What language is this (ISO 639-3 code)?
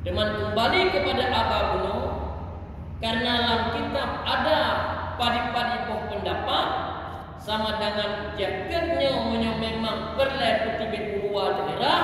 ace